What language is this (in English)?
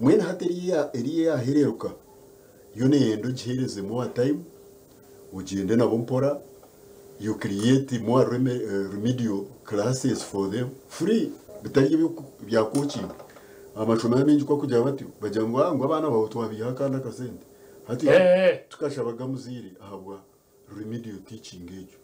Nyankole